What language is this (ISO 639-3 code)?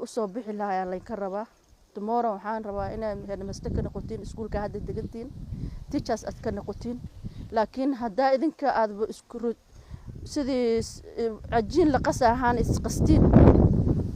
som